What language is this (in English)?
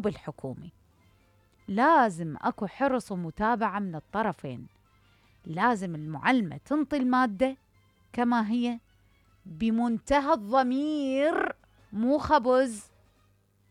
Mesopotamian Arabic